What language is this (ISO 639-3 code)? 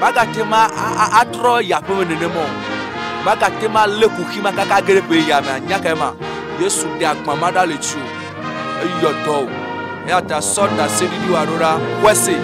ewe